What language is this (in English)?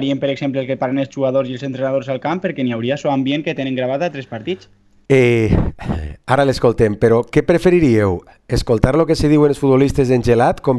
Catalan